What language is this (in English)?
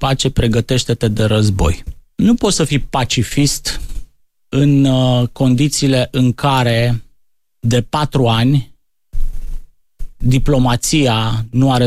Romanian